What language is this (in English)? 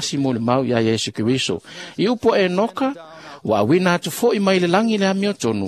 Samoan